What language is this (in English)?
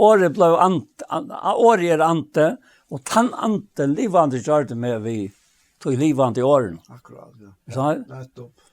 Faroese